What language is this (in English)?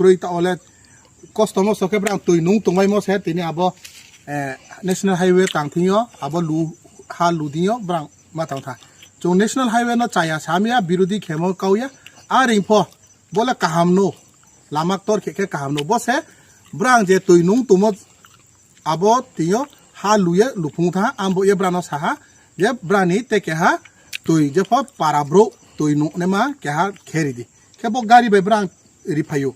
Riang (India)